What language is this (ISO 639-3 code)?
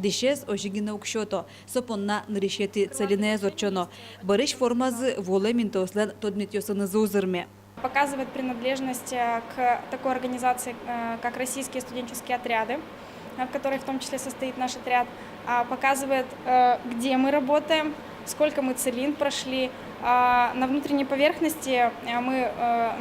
udm